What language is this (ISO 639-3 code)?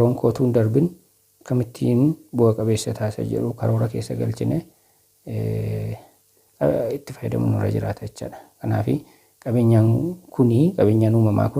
orm